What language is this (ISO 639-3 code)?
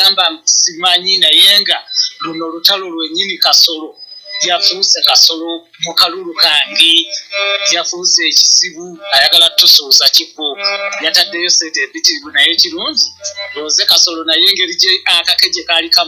lug